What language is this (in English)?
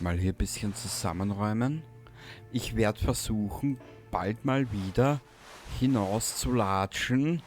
Bavarian